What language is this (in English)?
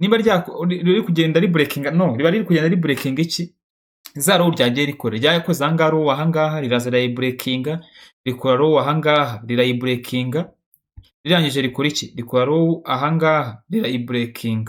Kinyarwanda